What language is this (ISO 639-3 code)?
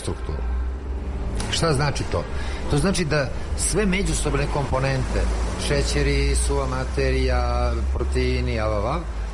srp